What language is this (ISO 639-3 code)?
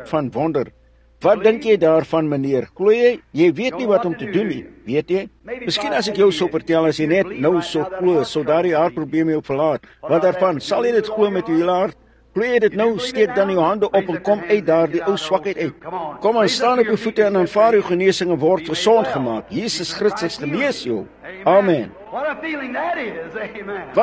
afr